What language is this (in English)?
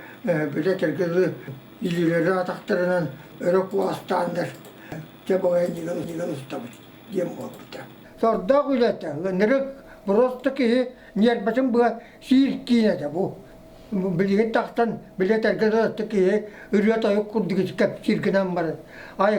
Yakut